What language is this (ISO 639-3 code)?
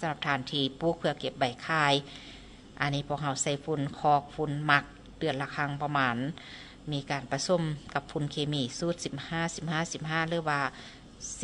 lao